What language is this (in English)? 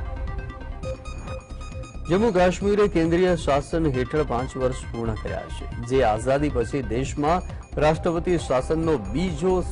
Gujarati